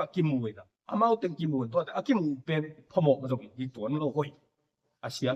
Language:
Tedim Chin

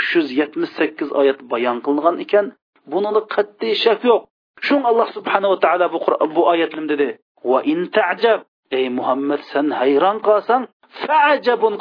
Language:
Uyghur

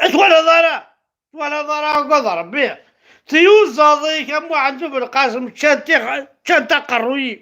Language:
Kabyle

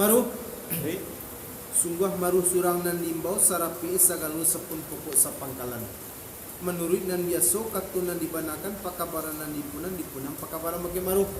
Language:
Minangkabau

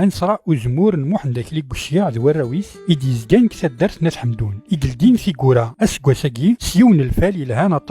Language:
Kabyle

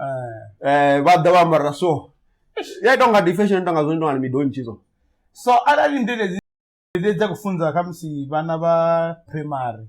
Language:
Venda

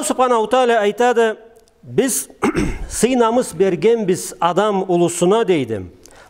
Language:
Karachay-Balkar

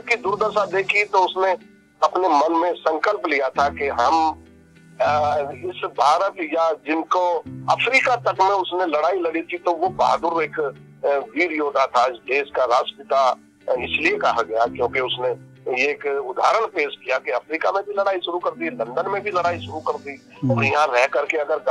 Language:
Hindi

